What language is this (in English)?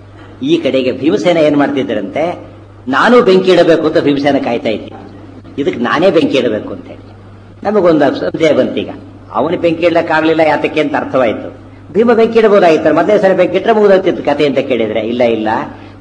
Kannada